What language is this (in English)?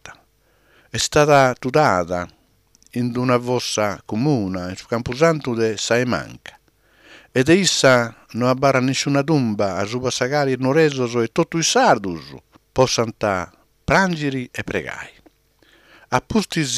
Sardinian